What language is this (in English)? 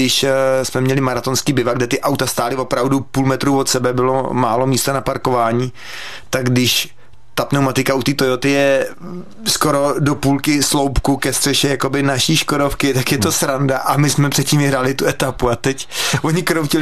Czech